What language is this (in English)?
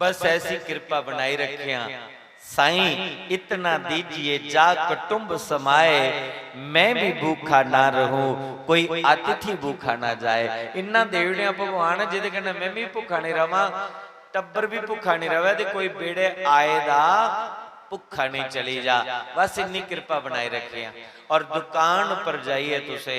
Dogri